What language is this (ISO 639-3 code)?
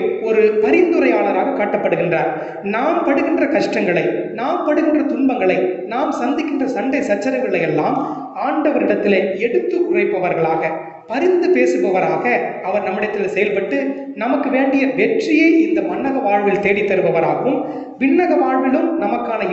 tam